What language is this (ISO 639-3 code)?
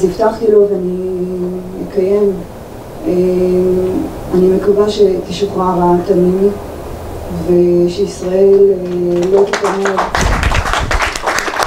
heb